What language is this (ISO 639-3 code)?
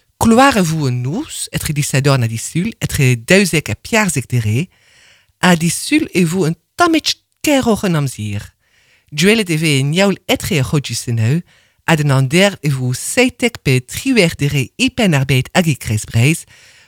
bre